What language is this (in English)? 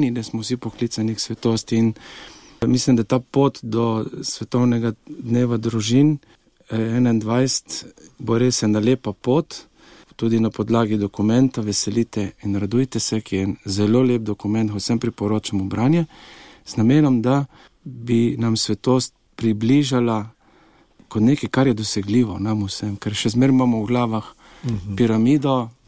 Slovenian